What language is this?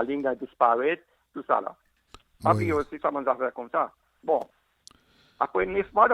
Seselwa Creole French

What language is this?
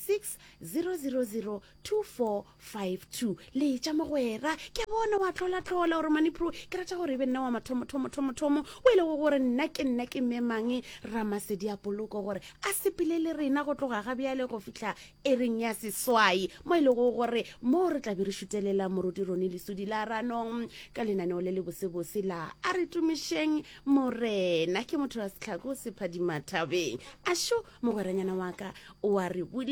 Northern Sotho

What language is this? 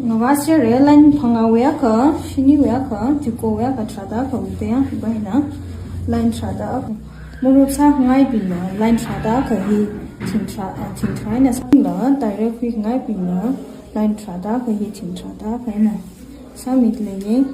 Tangkhul Naga (India)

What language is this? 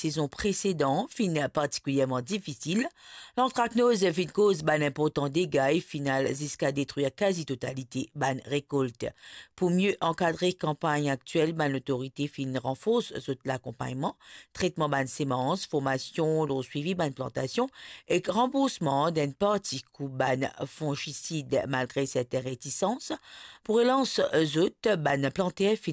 Morisyen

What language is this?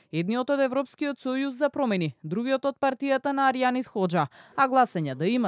Macedonian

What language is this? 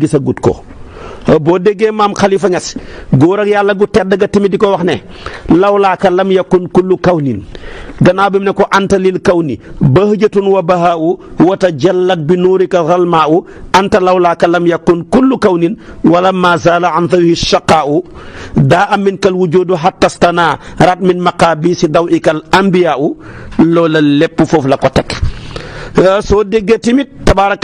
Wolof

